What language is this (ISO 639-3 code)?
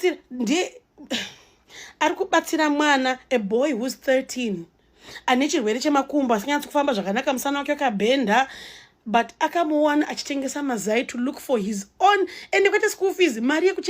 sna